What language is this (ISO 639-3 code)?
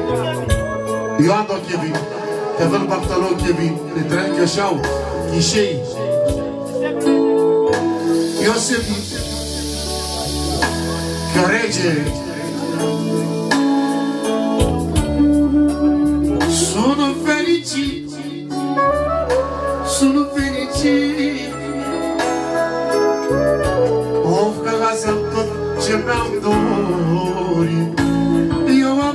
ron